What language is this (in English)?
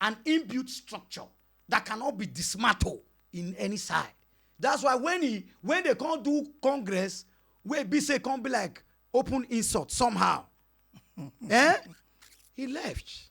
Nigerian Pidgin